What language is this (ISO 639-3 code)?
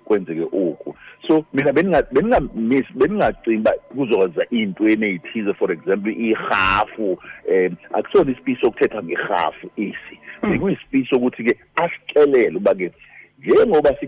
xho